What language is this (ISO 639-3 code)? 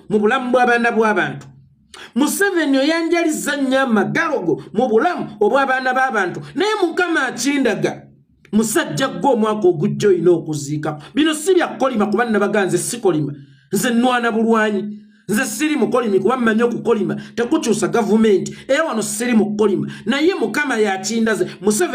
lug